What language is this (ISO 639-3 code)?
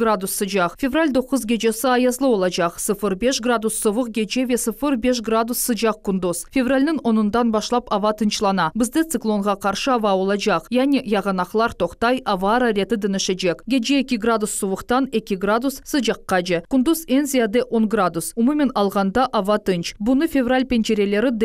crh